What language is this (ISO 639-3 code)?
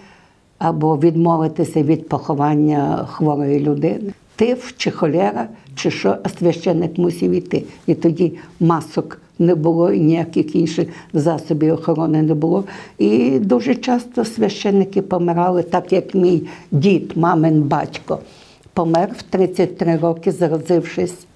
ukr